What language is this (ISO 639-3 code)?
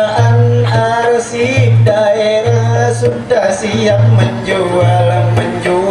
bjn